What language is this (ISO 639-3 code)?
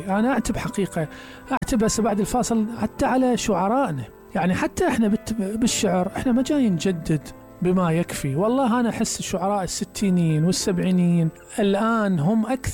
acm